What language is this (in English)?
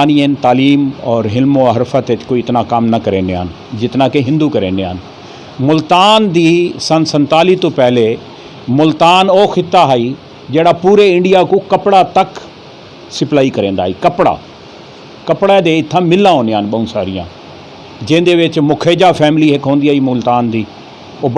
Saraiki